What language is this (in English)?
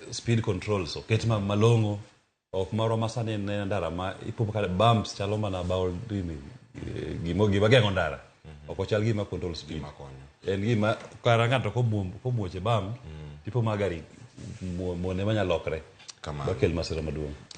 Luo (Kenya and Tanzania)